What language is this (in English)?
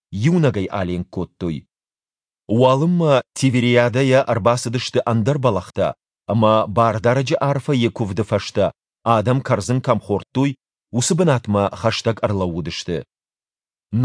Ossetic